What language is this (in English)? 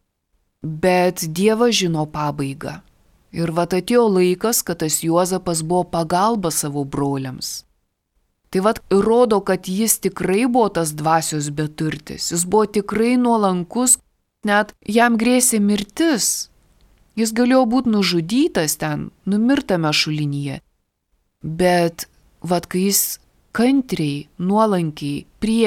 Lithuanian